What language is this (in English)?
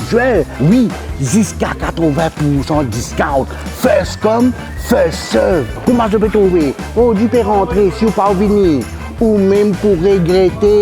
Morisyen